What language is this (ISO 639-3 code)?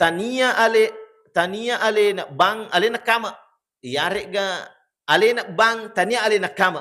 bug